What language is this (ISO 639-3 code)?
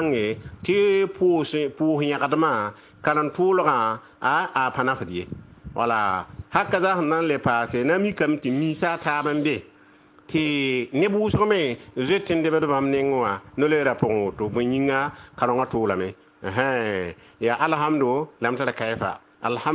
mos